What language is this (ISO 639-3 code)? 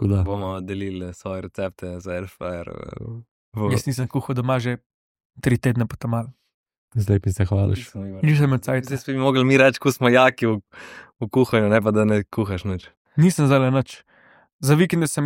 slv